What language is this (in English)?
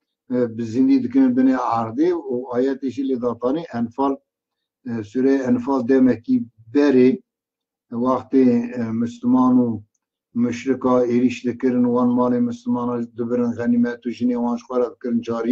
Kurdish